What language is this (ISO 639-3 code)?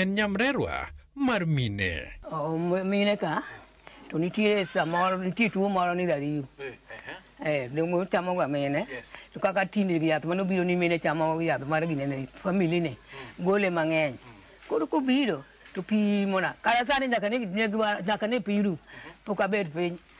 luo